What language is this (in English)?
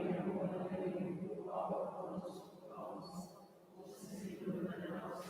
Romansh